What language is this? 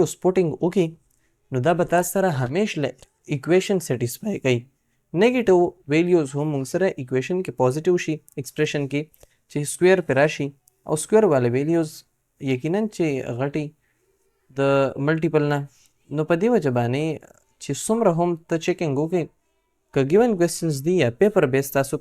Pashto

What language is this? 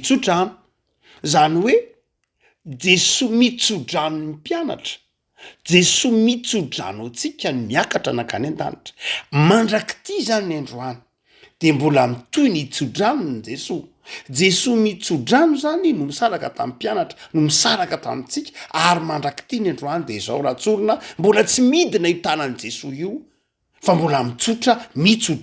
Malagasy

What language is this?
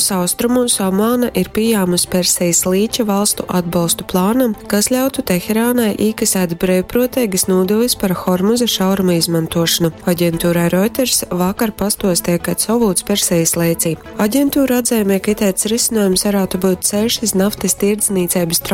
Latgalian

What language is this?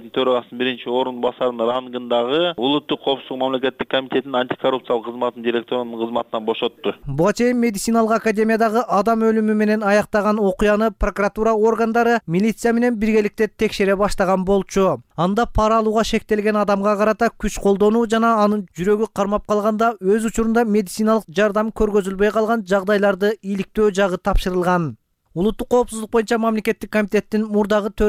Kyrgyz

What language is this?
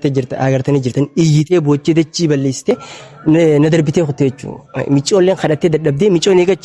Oromo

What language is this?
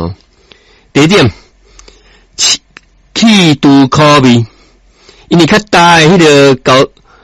Min Nan Chinese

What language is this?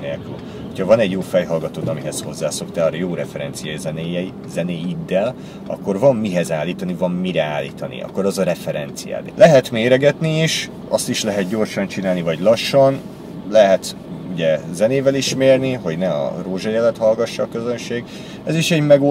Hungarian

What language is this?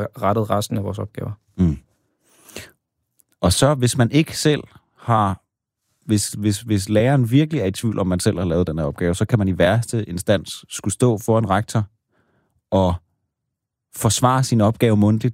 Danish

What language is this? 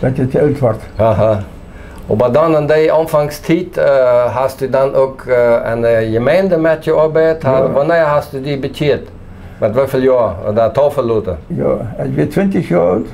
Plautdietsch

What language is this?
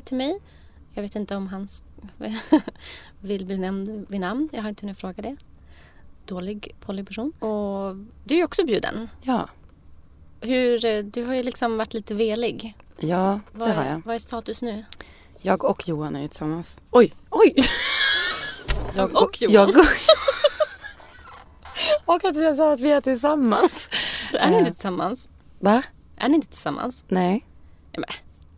Swedish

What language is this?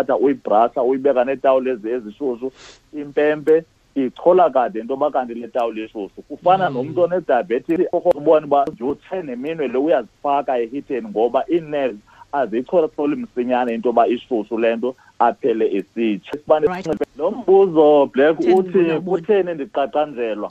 Xhosa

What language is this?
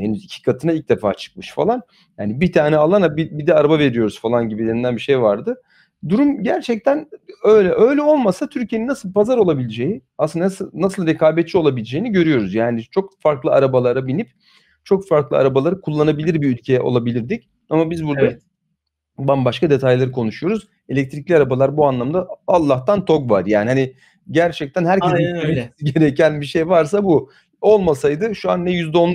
Turkish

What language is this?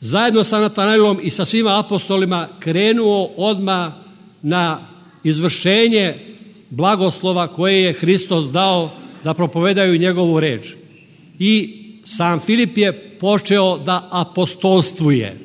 Serbian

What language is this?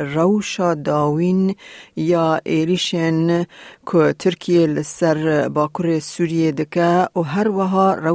Kurdish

